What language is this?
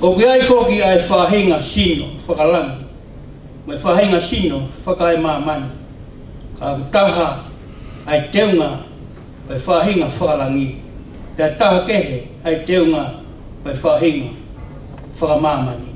Tongan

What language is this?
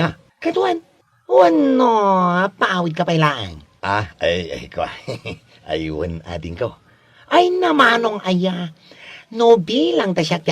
Iloko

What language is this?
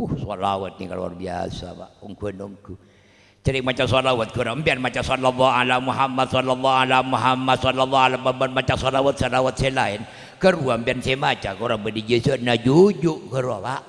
Madurese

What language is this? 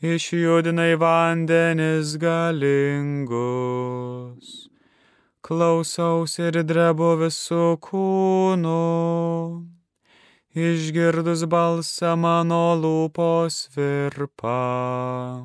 Lithuanian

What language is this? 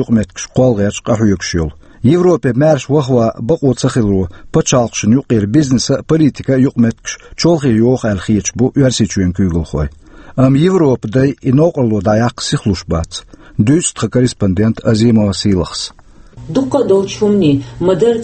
Chechen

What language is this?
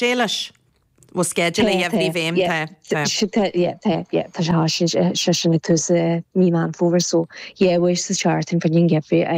Irish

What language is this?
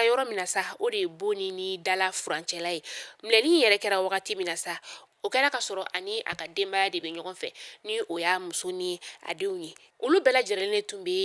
Bambara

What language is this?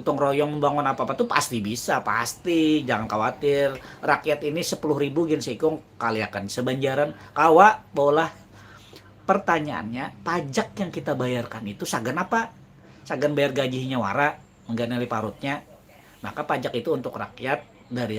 Banjar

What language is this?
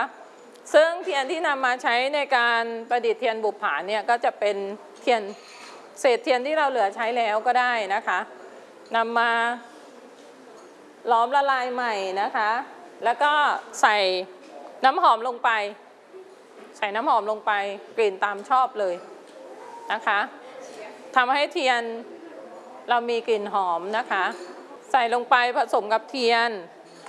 Thai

